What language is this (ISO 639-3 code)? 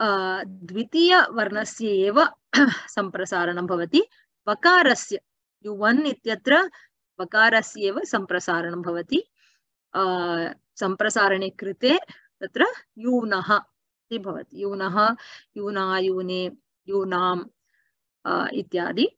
san